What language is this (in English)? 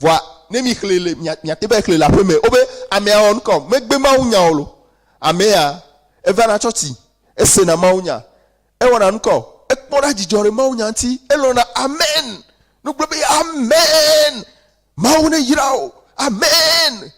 Ewe